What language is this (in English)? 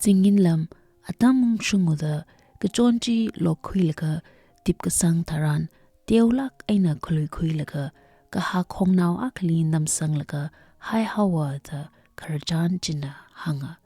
Tangkhul Naga (India)